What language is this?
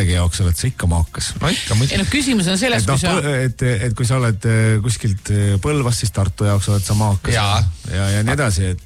Estonian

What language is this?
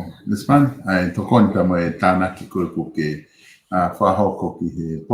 Tongan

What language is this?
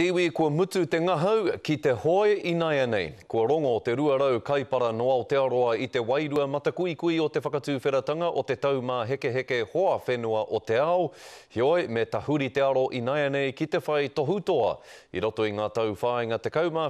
Māori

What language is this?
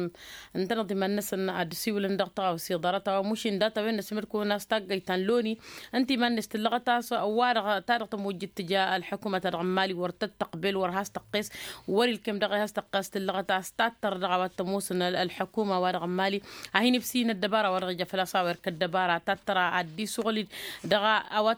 Tamasheq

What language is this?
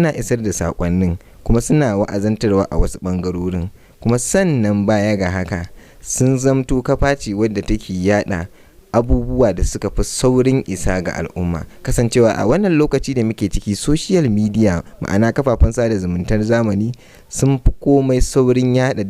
Hausa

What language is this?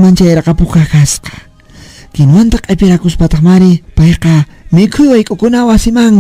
Quechua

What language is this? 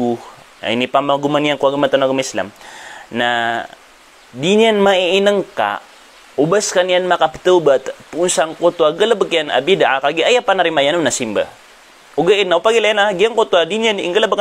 Maranao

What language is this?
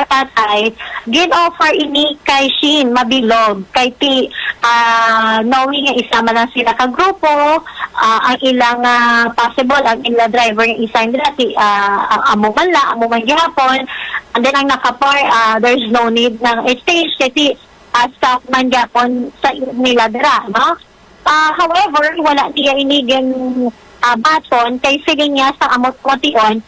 Hiligaynon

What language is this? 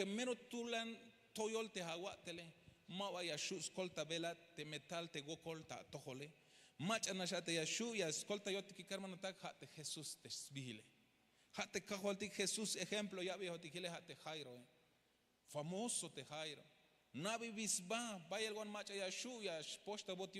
Tzeltal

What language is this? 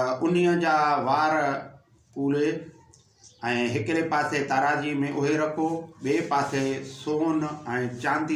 Sindhi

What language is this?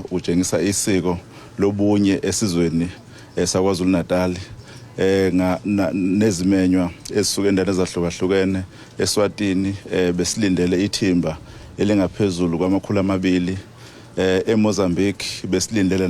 Zulu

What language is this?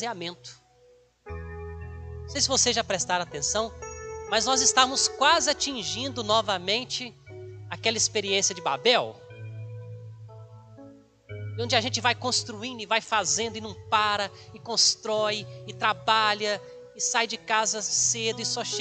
Portuguese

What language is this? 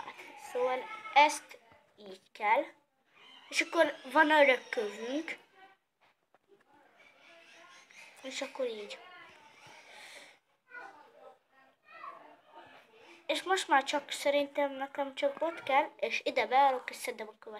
Hungarian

